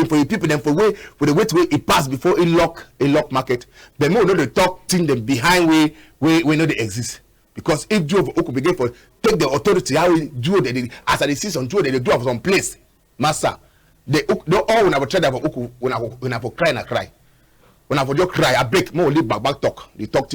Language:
Cameroon Pidgin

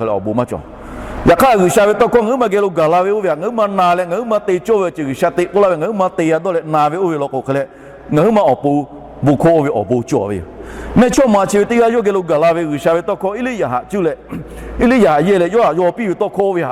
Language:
Lahu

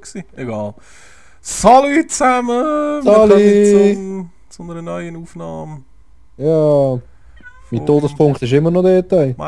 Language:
Swiss German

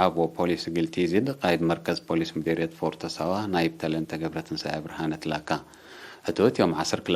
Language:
Tigre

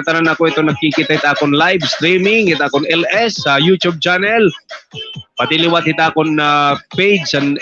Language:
Waray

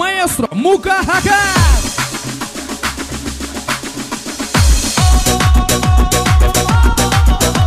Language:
Kara-Kalpak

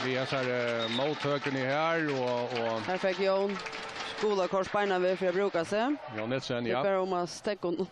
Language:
Faroese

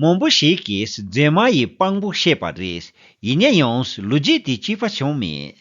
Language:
Tibetan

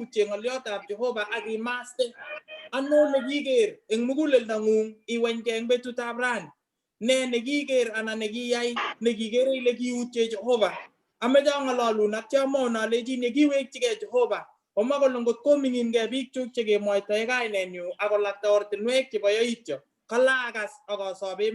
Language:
Kalenjin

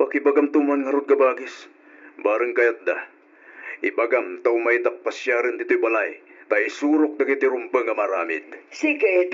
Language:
Iloko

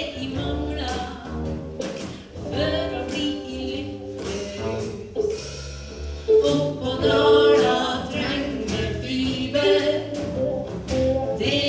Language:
Norwegian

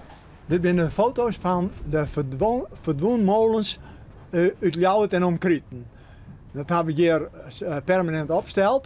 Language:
Western Frisian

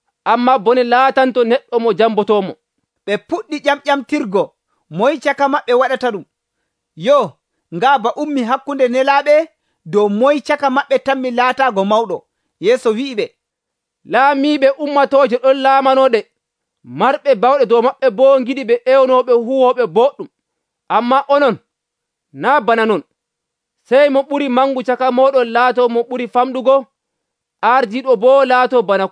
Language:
Nigerian Fulfulde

